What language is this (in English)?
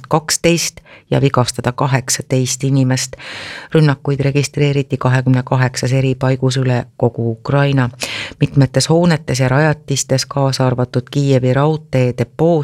Estonian